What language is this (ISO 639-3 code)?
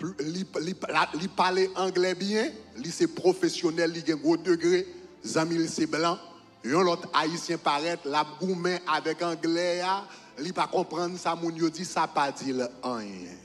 hat